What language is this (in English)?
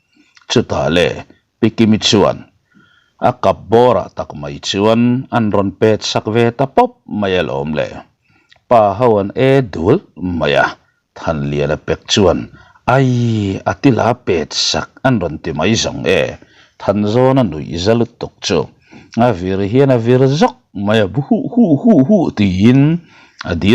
Mizo